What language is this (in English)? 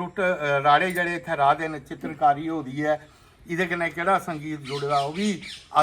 Dogri